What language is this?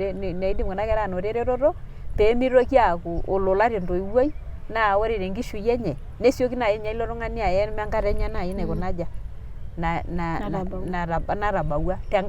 Masai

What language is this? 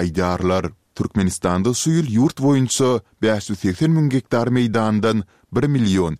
Turkmen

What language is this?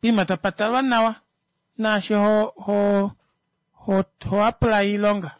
Kuanyama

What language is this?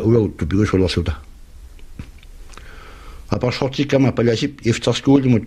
Kalaallisut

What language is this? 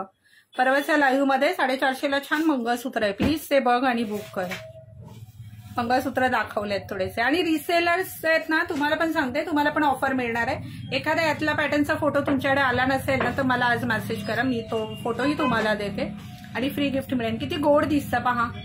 Marathi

